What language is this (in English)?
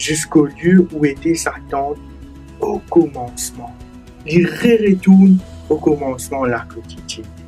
Morisyen